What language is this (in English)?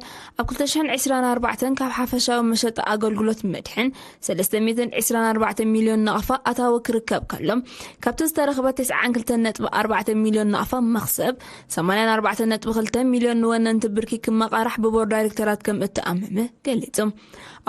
Tigrinya